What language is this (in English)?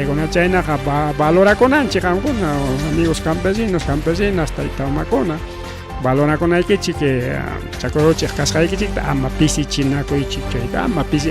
Ayacucho Quechua